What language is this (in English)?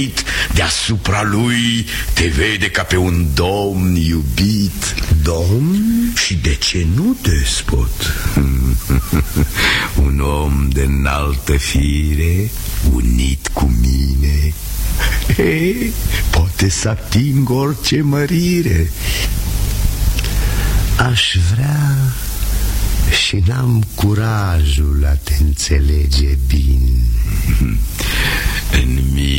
Romanian